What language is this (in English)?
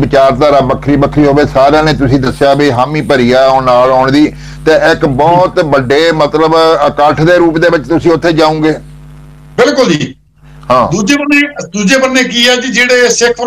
Punjabi